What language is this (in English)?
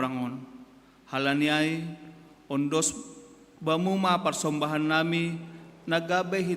Batak Simalungun